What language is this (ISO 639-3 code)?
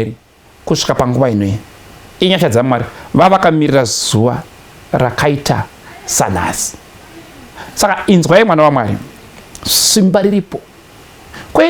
sna